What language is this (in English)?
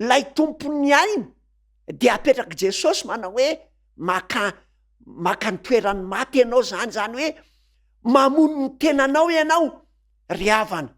Malagasy